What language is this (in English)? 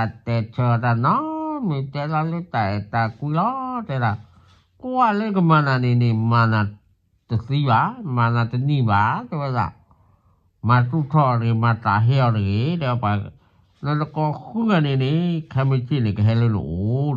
S'gaw Karen